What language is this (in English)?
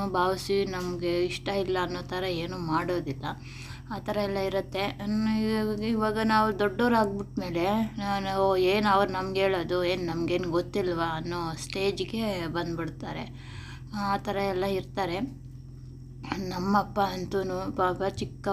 Kannada